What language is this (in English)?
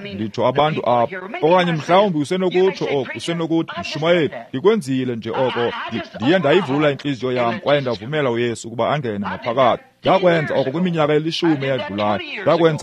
Xhosa